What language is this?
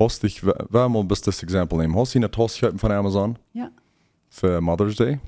Plautdietsch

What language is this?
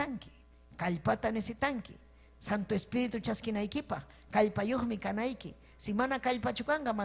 Ayacucho Quechua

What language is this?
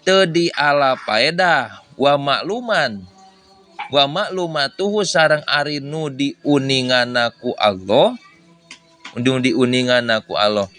Sundanese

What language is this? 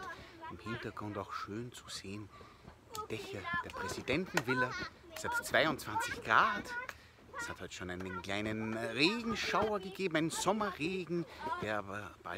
German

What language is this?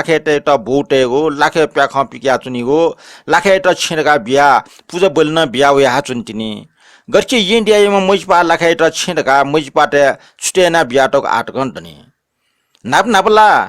Newari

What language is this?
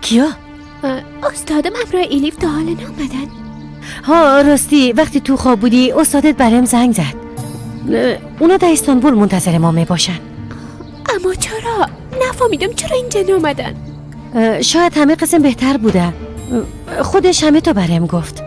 Persian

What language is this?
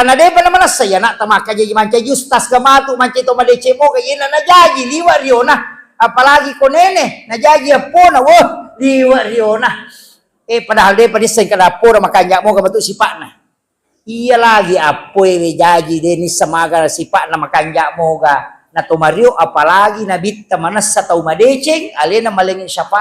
Buginese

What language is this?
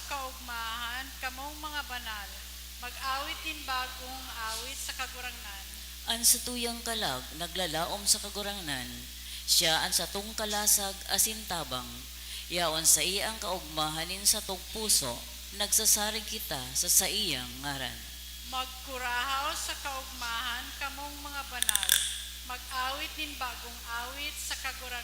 Bikol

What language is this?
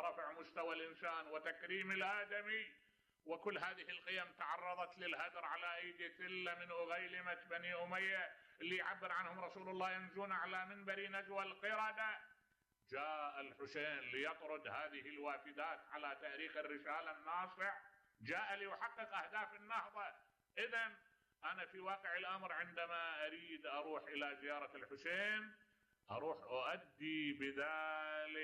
Mesopotamian Arabic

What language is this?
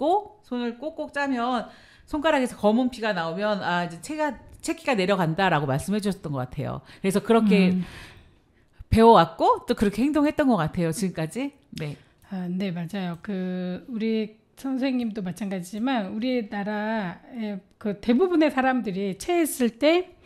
Korean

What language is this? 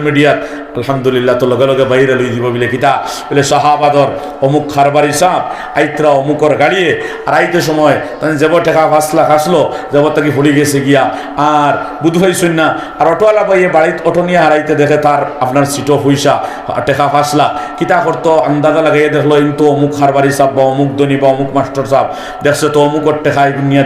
Sylheti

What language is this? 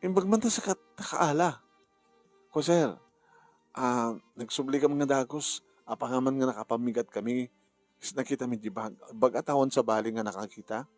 Iloko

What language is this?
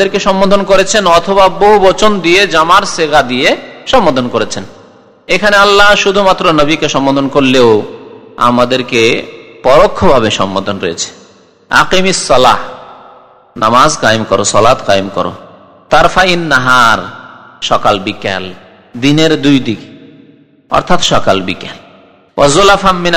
Bangla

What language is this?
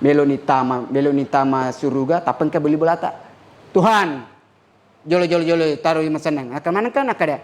Buginese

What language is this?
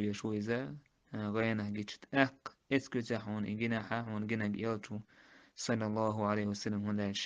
Chechen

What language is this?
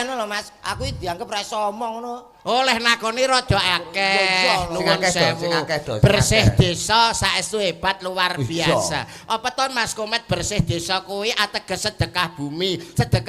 Javanese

